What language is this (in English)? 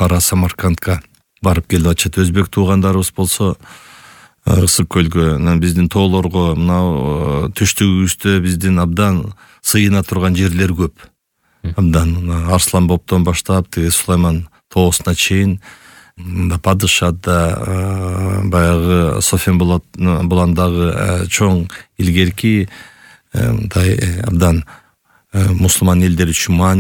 Kyrgyz